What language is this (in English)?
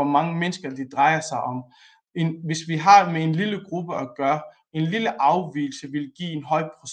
Danish